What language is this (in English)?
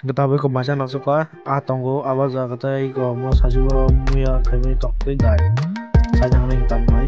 Kok Borok